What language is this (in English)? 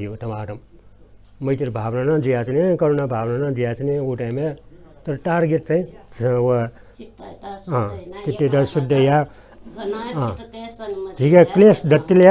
Newari